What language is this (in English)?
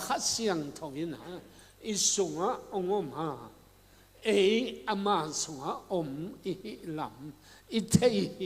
Tedim Chin